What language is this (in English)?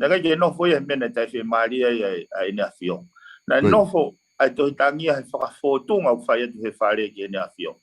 Tongan